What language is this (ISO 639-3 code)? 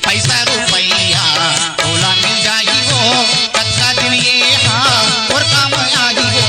hne